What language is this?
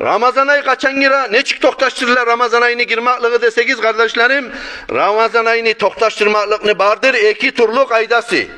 Kumyk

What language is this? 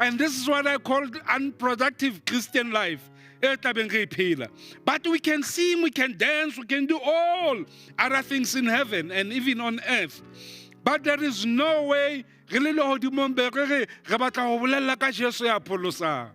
Southern Sotho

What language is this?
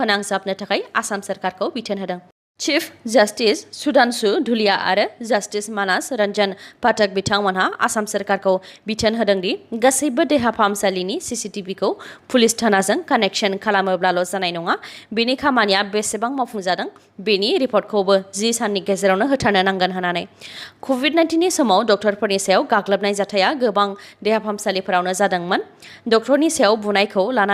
Bodo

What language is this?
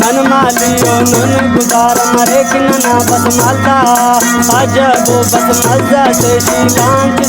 Brahui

